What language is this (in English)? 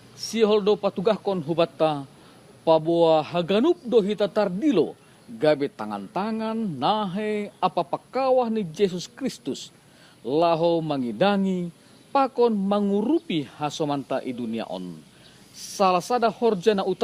Batak Simalungun